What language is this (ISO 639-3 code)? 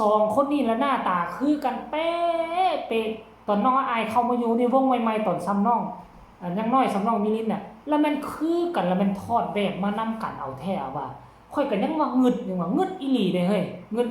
tts